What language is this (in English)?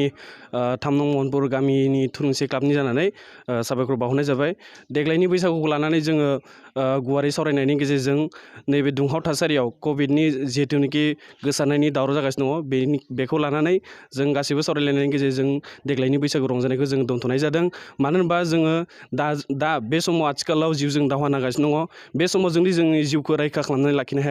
Bodo